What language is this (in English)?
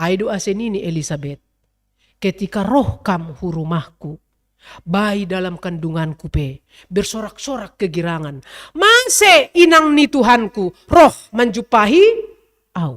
Batak Simalungun